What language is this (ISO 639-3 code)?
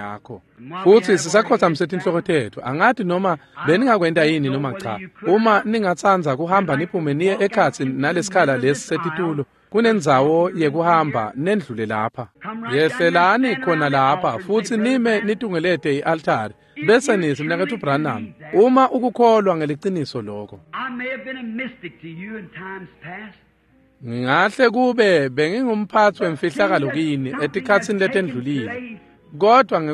ssw